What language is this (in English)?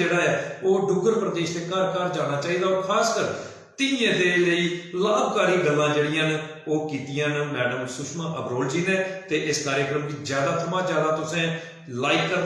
Dogri